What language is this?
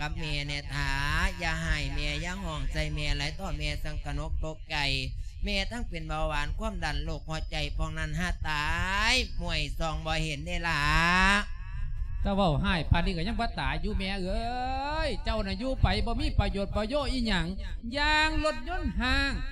Lao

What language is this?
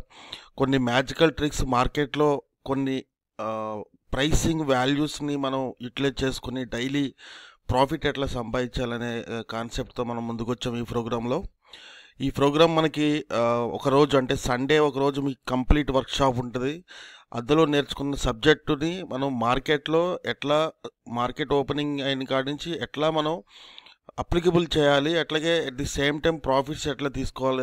Telugu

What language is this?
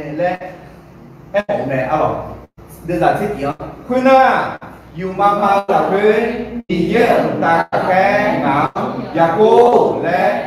Akha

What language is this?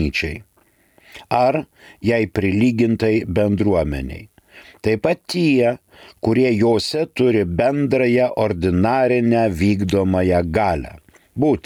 Lithuanian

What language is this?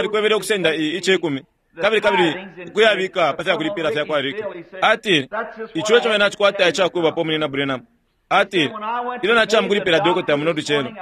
Bemba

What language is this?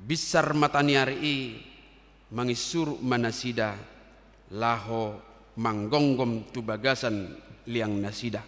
Batak Toba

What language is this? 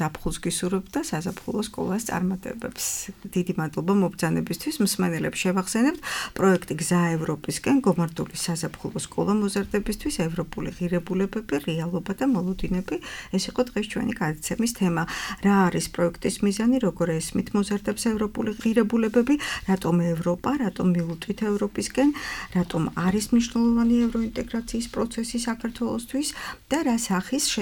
Georgian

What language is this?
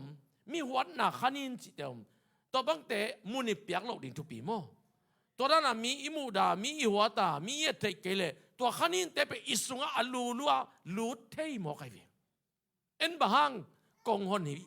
Tedim Chin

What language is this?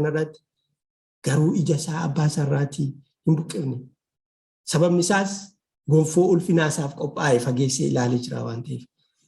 Oromo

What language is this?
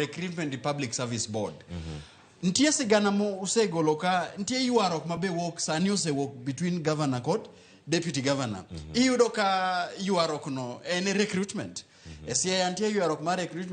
Luo (Kenya and Tanzania)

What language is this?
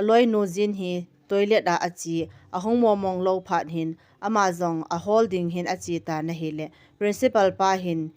Thado Chin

